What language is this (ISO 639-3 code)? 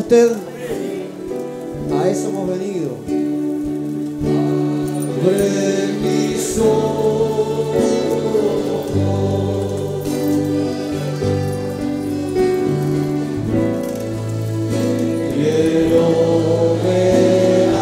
spa